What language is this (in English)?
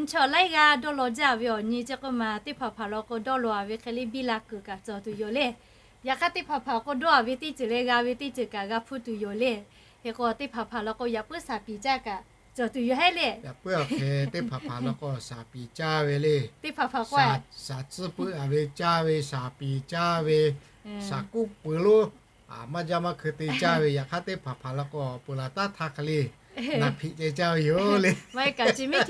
Lahu